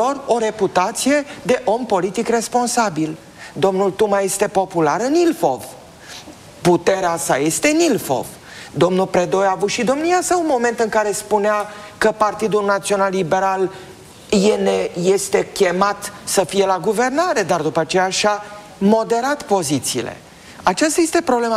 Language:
Romanian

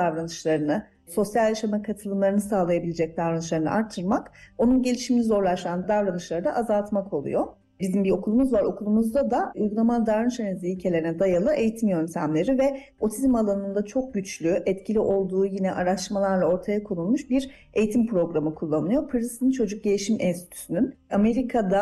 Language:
Turkish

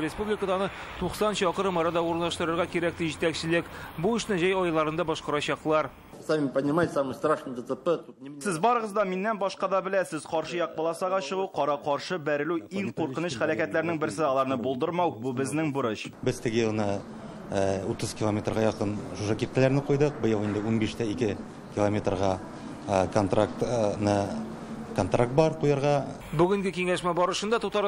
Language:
Tatar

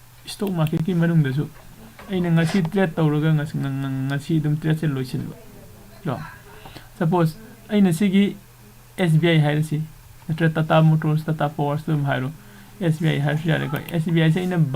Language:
Manipuri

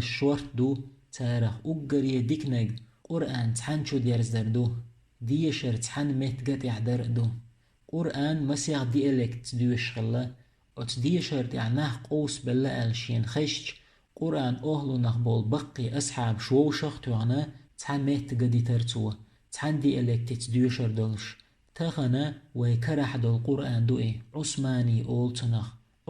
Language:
Chechen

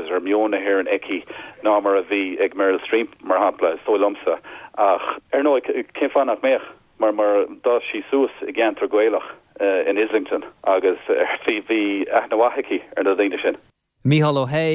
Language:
Irish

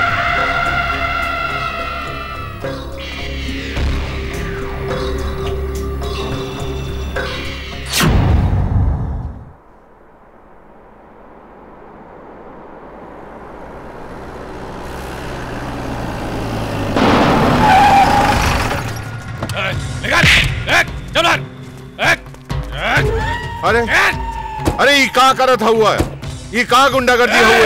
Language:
Bhojpuri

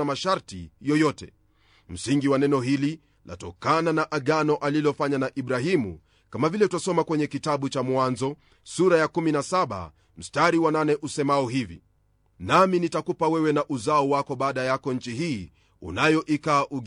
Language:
Swahili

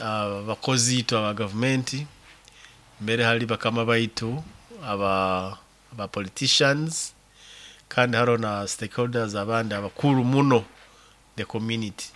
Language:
Nyoro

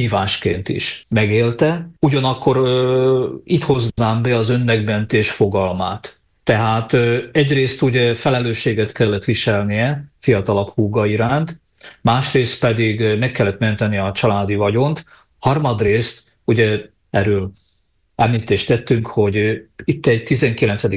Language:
Hungarian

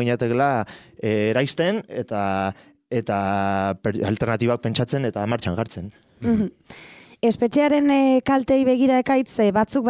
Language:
Basque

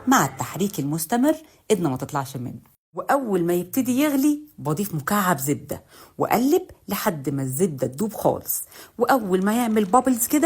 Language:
Egyptian Arabic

